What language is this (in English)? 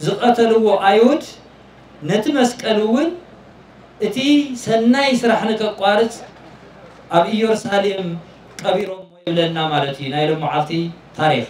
Tigrinya